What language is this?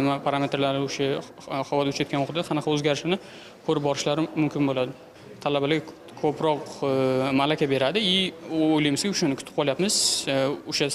Uzbek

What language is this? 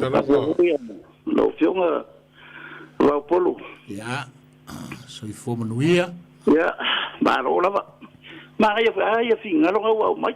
Samoan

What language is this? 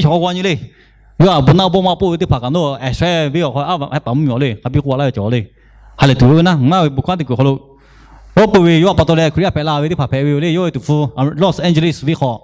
Lahu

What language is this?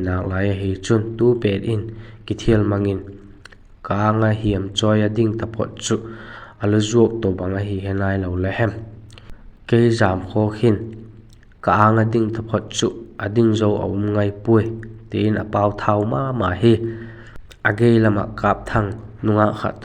Vaiphei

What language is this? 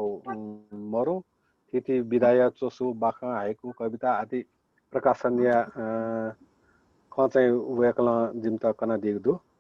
Newari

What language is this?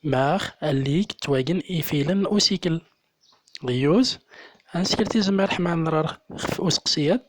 Central Atlas Tamazight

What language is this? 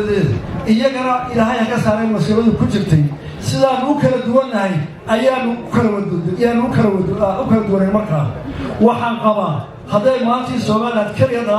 Somali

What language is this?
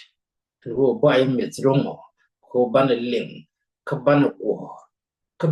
Nuer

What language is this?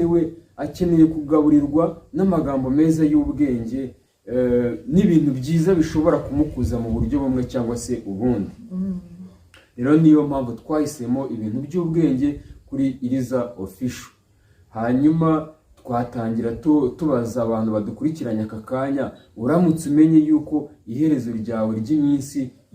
Kinyarwanda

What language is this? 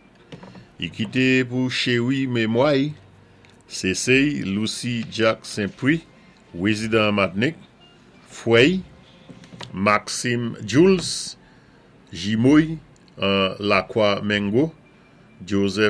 Saint Lucian Creole French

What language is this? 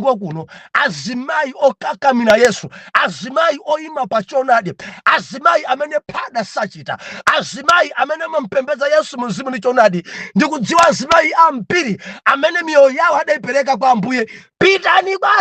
Nyanja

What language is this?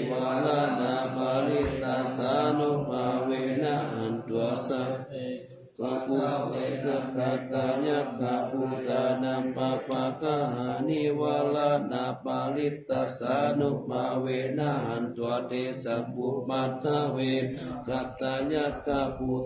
Pali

